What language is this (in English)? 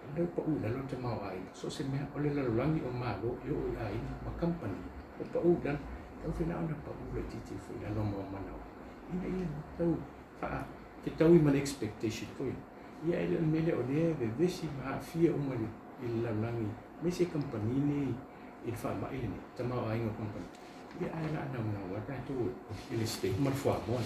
Samoan